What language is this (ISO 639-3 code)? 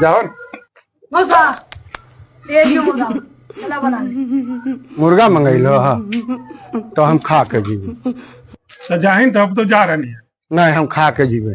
mag